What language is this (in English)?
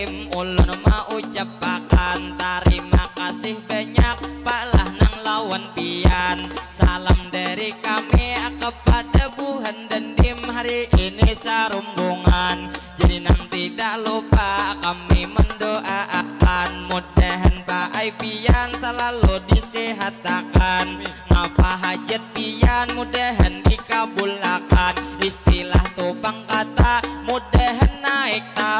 Banjar